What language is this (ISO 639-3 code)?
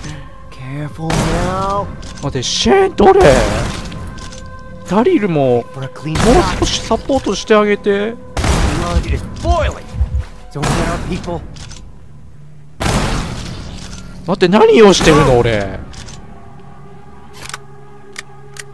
jpn